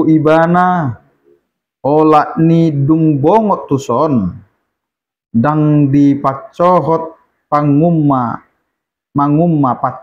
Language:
Batak Toba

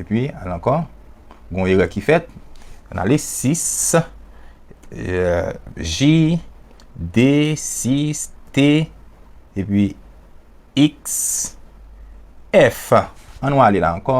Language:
Haitian Creole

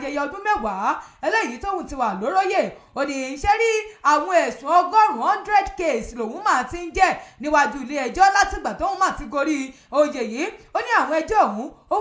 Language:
Yoruba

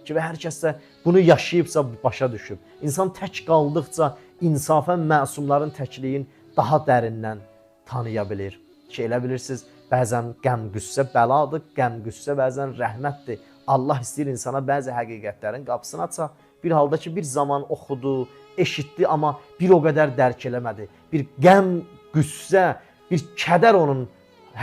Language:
Azerbaijani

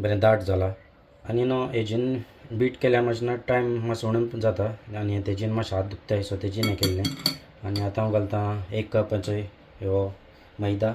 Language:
Konkani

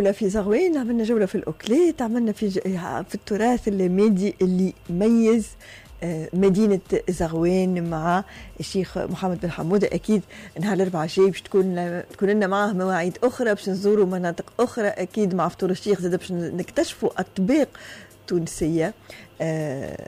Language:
Tunisian Arabic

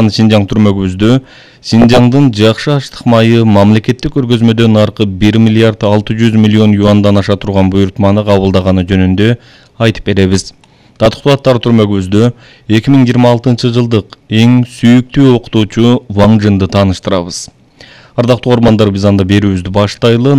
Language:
Kyrgyz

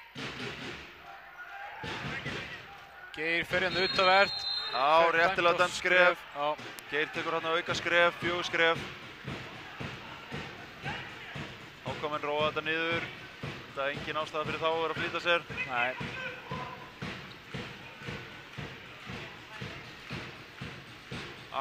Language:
Icelandic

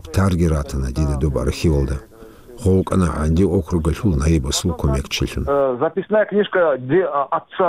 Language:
Avaric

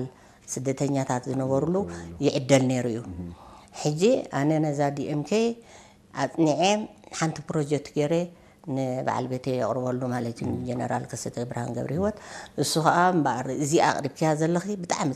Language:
Tigrinya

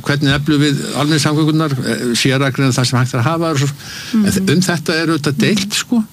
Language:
Icelandic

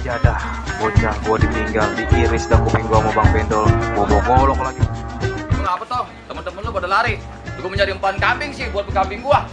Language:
Betawi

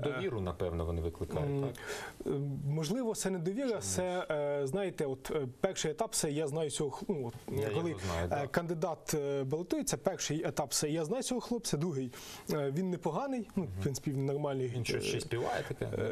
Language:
Ukrainian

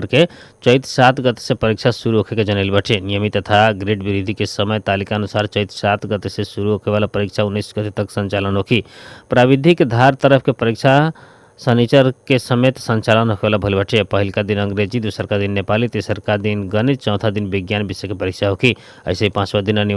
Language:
Bhojpuri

